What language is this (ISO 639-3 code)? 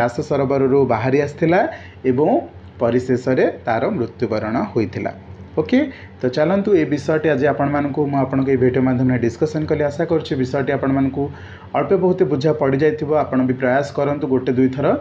ori